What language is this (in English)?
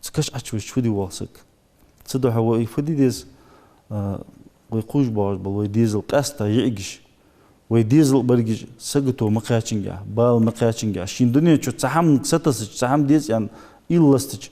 Ingush